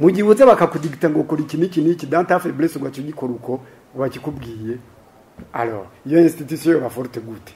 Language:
Rundi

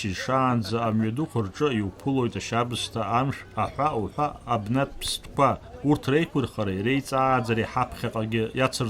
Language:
Abkhazian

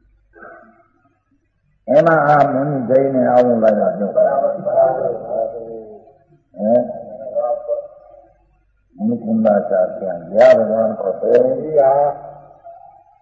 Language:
Gujarati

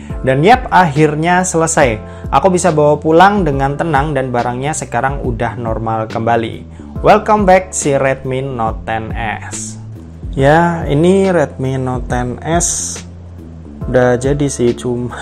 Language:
Indonesian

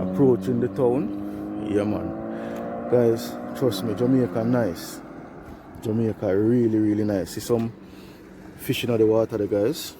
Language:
Jamaican Creole English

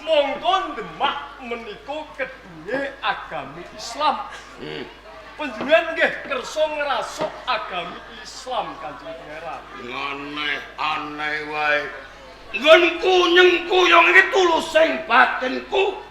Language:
Javanese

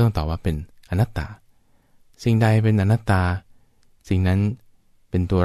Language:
Thai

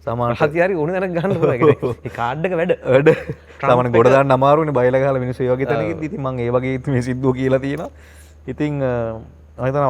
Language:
Sinhala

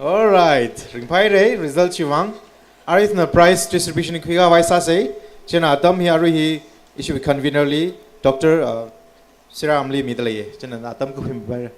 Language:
Tangkhul Naga (India)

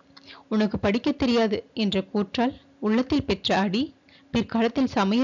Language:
Tamil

